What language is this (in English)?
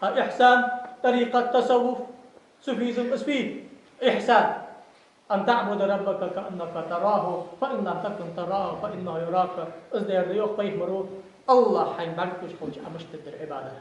Ingush